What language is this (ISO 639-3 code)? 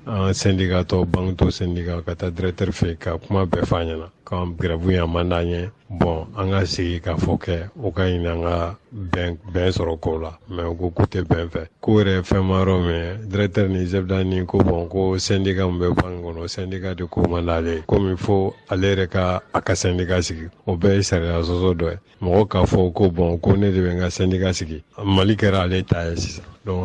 bam